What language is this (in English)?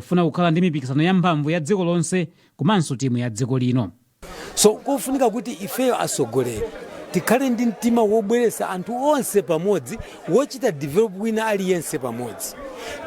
Nyanja